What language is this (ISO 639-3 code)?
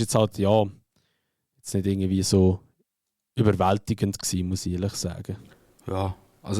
gsw